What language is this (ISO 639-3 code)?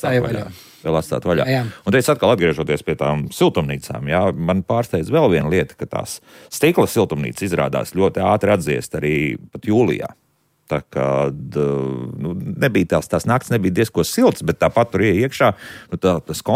lav